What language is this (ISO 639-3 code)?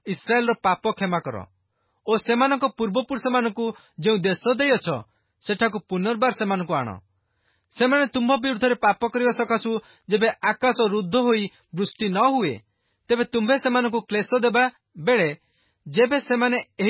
ori